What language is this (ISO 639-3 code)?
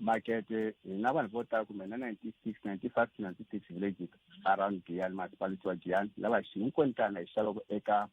tso